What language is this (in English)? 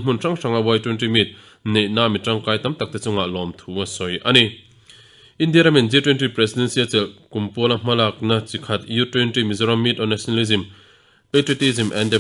Mizo